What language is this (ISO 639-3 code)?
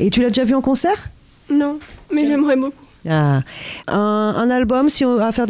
fra